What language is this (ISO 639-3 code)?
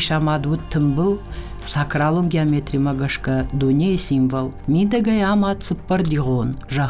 oss